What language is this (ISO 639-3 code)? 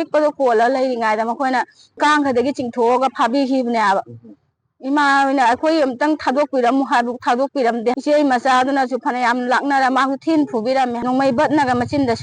mni